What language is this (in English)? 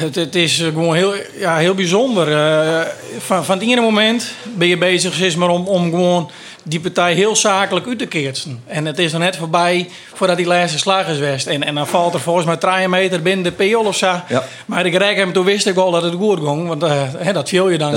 Western Frisian